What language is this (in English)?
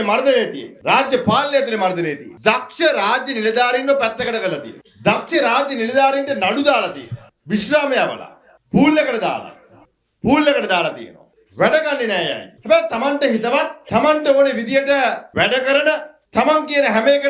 Sinhala